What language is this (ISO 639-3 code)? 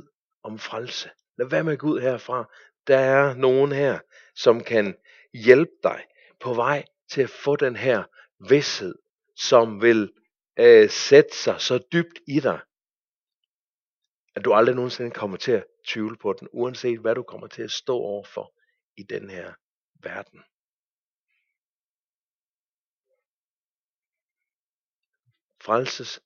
dan